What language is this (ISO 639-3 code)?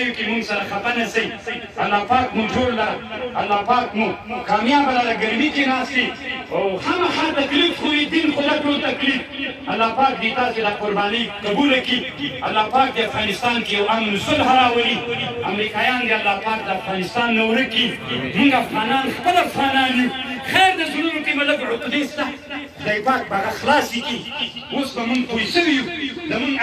pus